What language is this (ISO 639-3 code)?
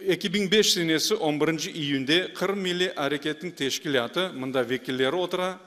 crh